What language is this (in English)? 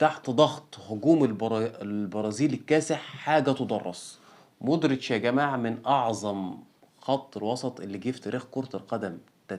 Egyptian Arabic